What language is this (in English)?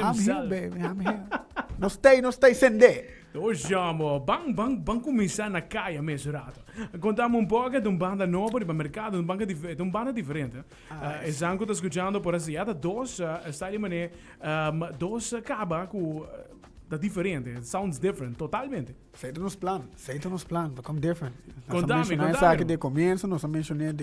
Papiamento